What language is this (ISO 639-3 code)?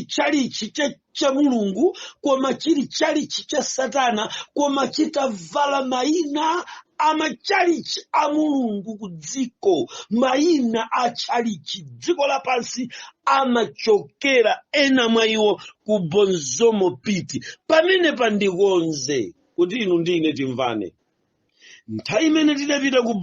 nya